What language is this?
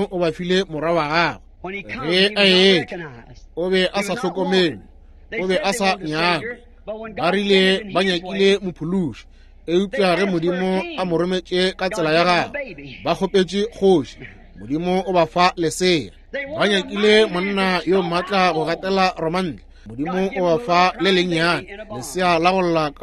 Northern Sotho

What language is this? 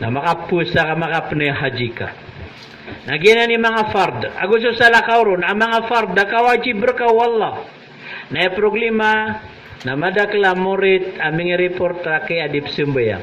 Maranao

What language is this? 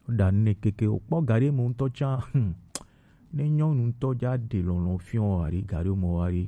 Gen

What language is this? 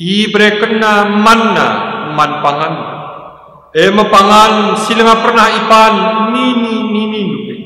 Batak Karo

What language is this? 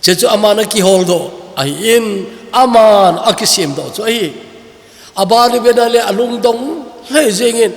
Thado Chin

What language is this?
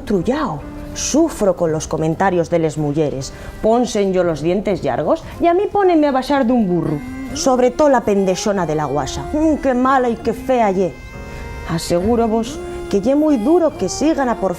Asturian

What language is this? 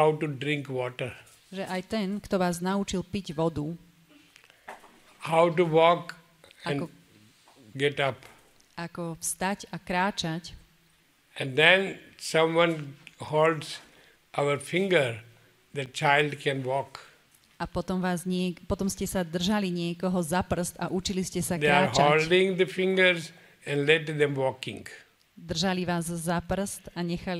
Slovak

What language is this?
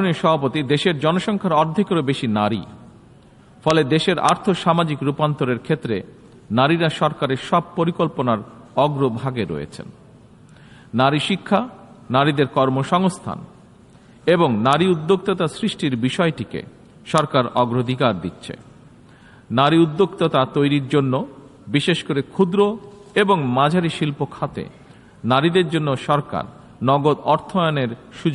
Bangla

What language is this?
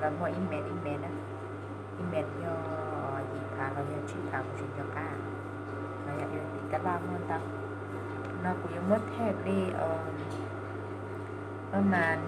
Hmong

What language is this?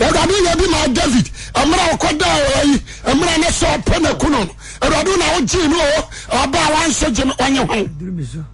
Akan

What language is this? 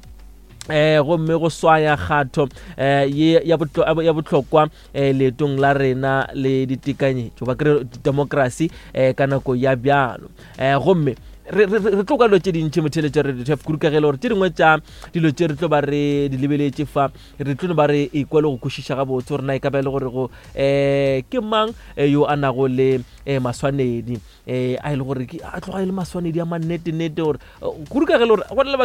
Northern Sotho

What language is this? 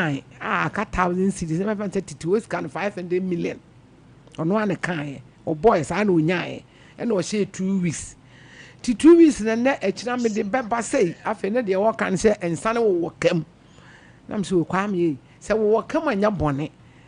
Akan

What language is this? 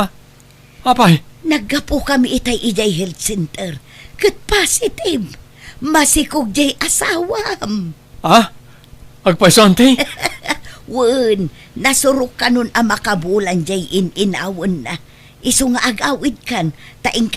Iloko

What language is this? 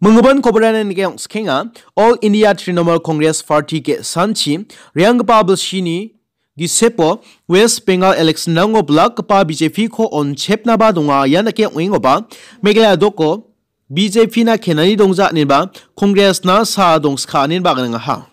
Garo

